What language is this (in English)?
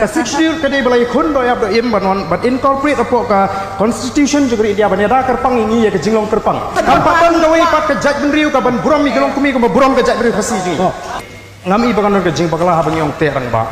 Khasi